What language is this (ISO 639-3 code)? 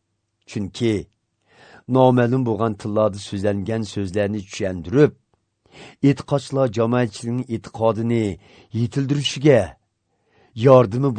uig